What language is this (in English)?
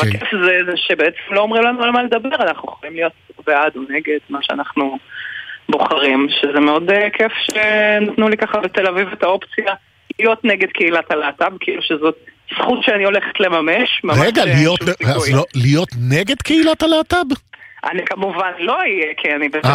Hebrew